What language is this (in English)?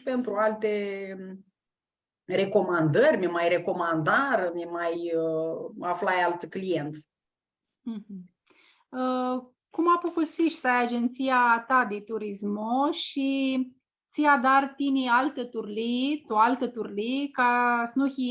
Aromanian